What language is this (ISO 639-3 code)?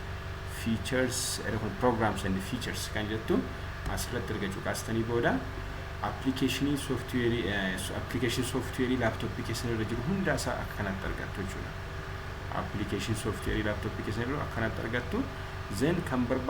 orm